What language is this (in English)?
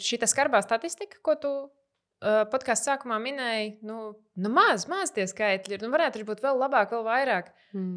Latvian